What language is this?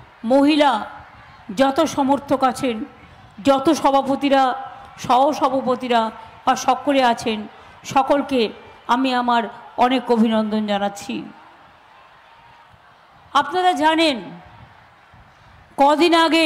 Bangla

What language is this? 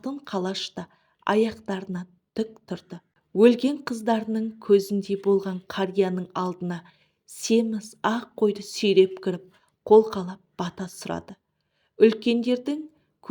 Kazakh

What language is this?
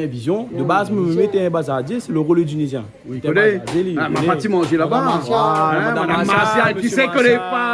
Réunion Creole French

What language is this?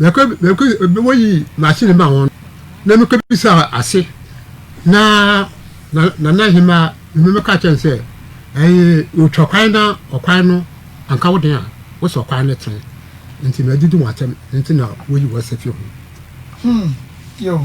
Akan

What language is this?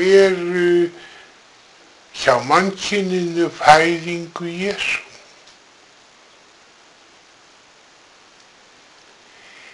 Icelandic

